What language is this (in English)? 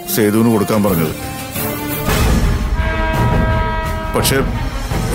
Malayalam